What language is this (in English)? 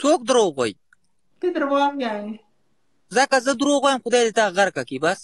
Pashto